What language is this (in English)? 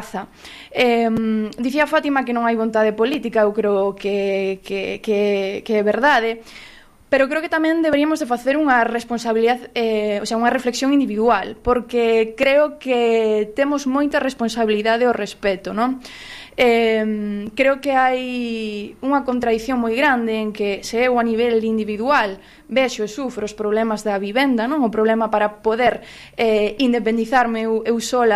Galician